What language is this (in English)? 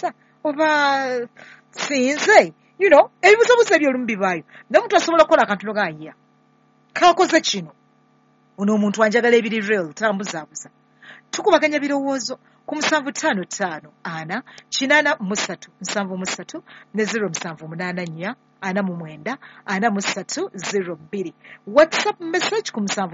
Ganda